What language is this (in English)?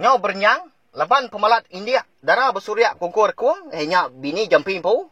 Iban